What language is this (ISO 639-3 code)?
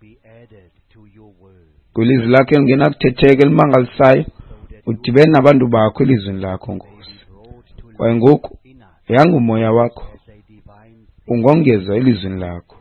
xho